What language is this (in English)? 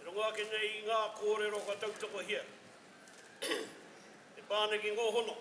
Māori